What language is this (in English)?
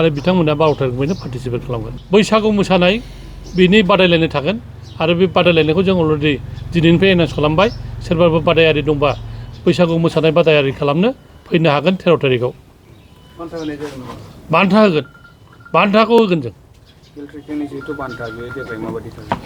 Bodo